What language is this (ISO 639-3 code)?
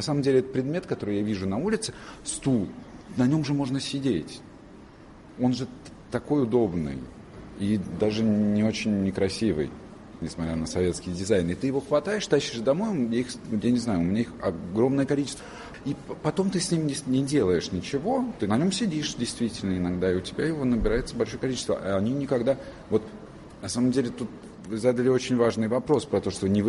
rus